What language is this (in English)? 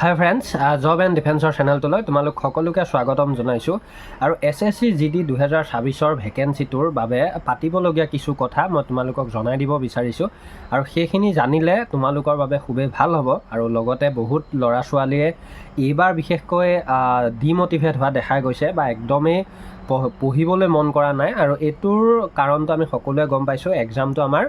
Assamese